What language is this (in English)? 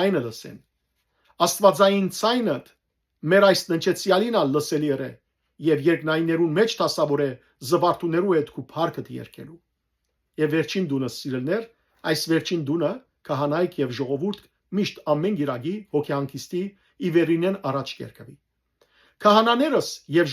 Western Armenian